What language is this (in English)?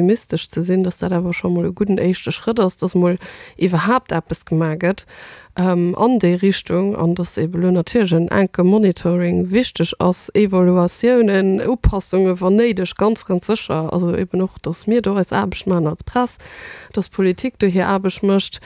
Luxembourgish